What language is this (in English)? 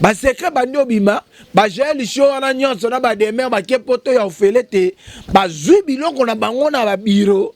Lingala